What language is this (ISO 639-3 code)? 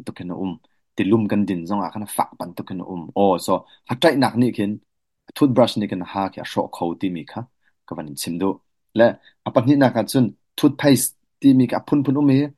cnh